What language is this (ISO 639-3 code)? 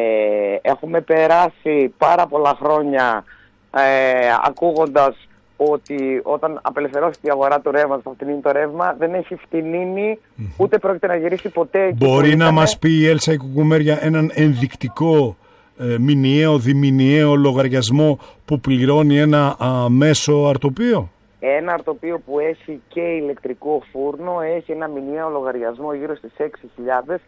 ell